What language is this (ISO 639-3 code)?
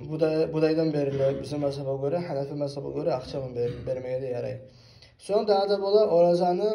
kum